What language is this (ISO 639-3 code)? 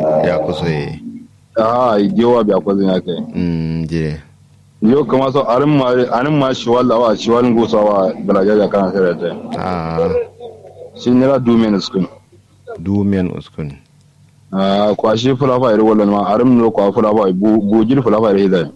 kau